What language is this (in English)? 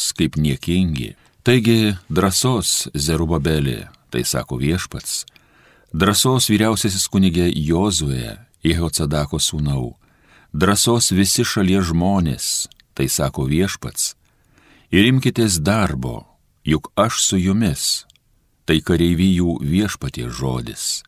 Lithuanian